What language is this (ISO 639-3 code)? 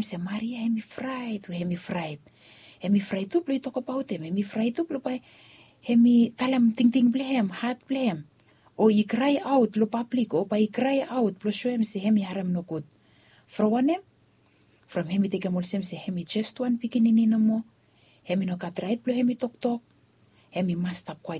bis